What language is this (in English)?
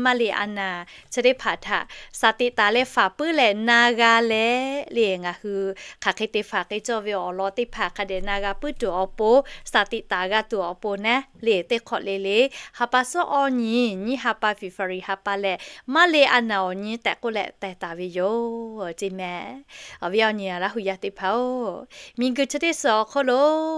Lahu